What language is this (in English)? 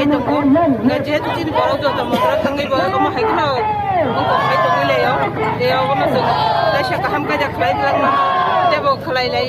Kok Borok